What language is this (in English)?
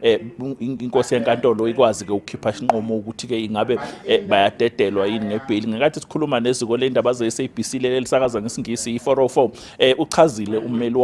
Zulu